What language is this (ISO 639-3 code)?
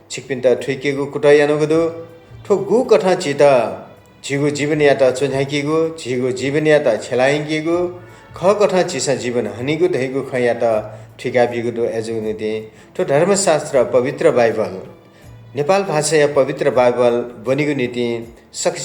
new